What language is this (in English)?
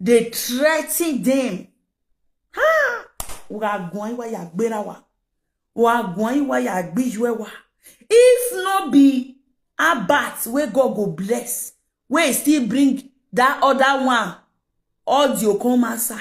Nigerian Pidgin